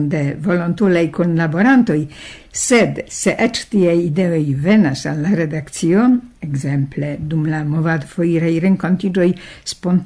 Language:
Esperanto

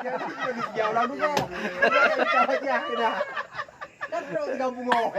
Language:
Achinese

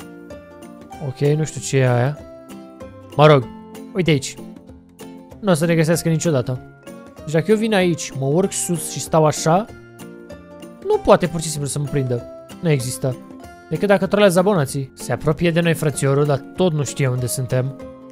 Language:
Romanian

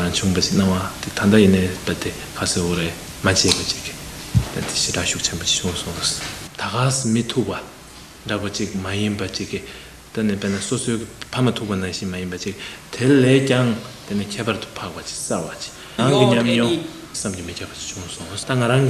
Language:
Tibetan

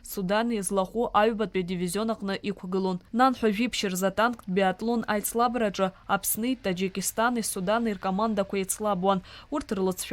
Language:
Abkhazian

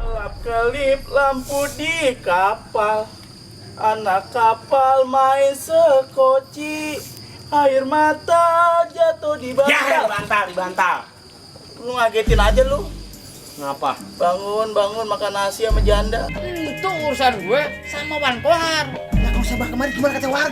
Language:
Betawi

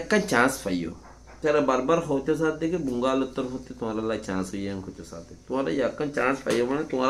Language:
Rohingya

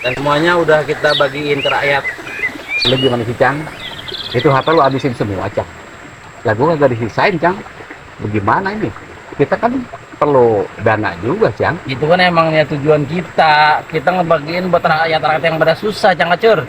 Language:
Betawi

